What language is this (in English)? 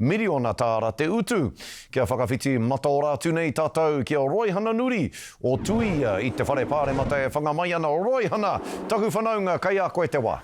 Māori